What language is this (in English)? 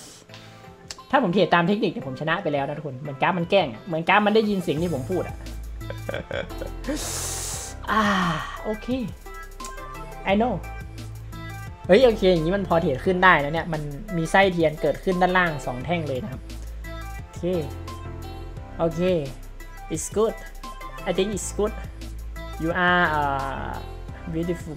Thai